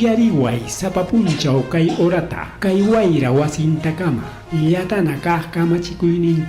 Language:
Ayacucho Quechua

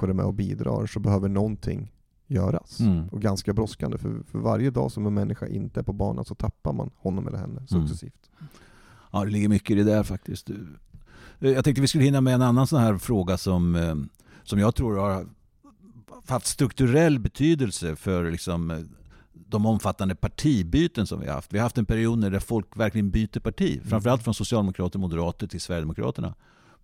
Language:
Swedish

